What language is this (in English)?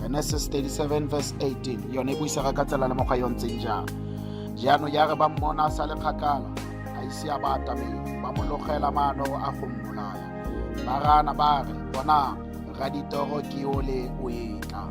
Tswana